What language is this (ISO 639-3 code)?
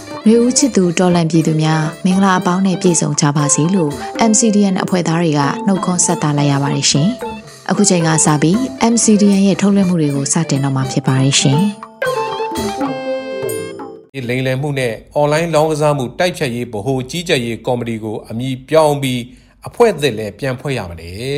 mya